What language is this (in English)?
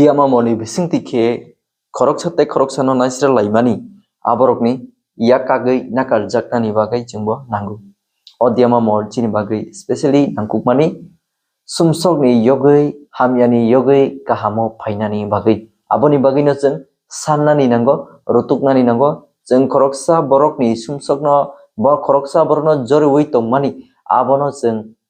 Kok Borok